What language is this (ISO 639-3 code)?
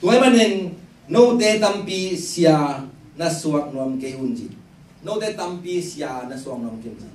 ctd